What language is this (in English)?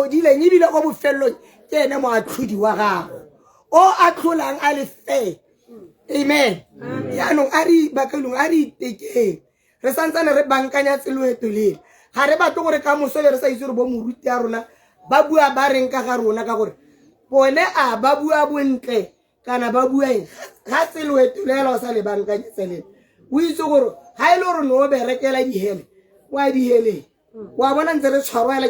Tswana